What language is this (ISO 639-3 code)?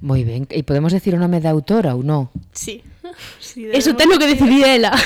glg